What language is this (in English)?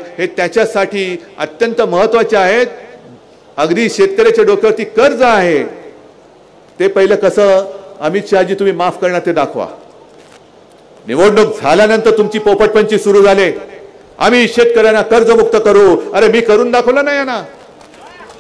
Marathi